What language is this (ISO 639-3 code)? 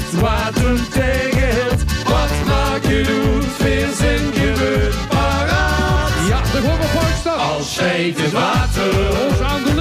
lim